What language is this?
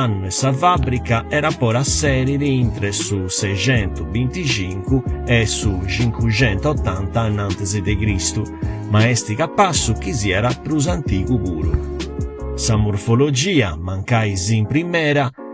Sardinian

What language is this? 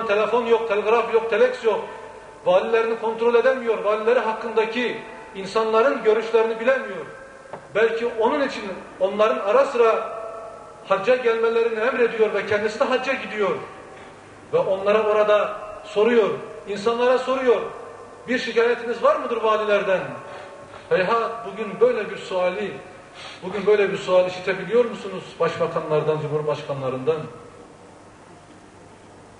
Turkish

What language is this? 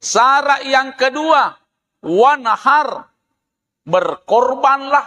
Buginese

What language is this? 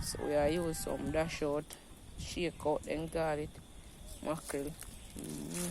Jamaican Creole English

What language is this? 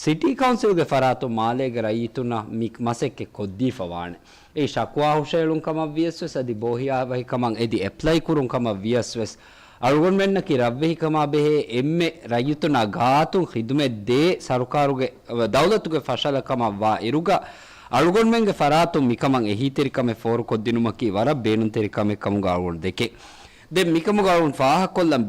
Divehi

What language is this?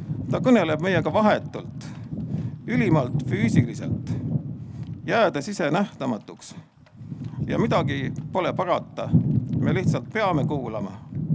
Estonian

